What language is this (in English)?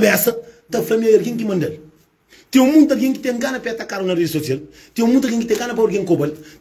Kabuverdianu